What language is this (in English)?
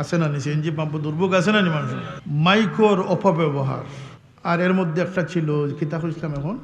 Sylheti